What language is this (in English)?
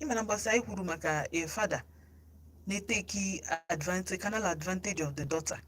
Igbo